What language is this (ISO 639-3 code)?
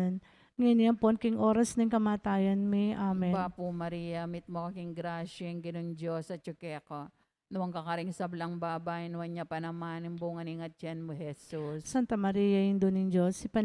pam